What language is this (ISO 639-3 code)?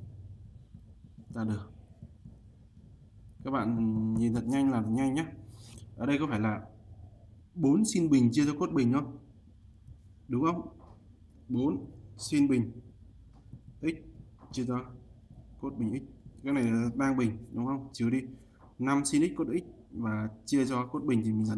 vie